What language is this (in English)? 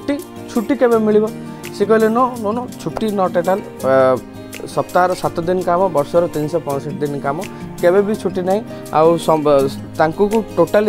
Odia